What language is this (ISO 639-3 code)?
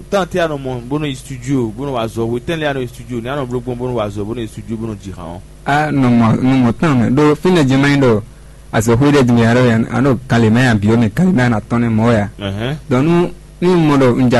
fon